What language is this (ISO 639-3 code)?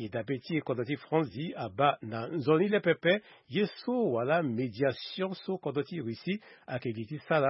sag